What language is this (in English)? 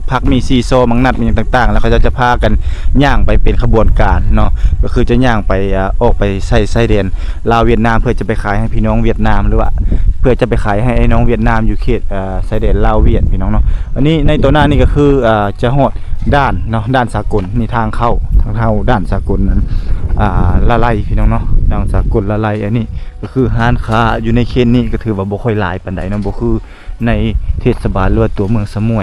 Lao